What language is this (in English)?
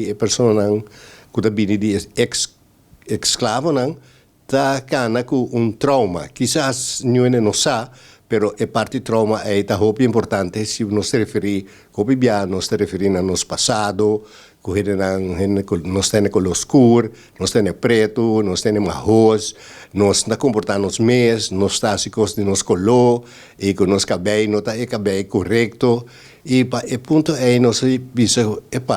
Papiamento